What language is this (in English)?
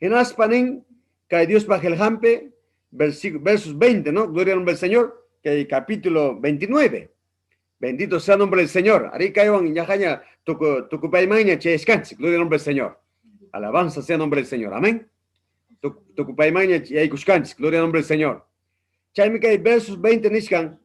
Ayacucho Quechua